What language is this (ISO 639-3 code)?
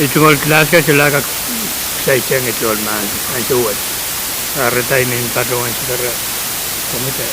pon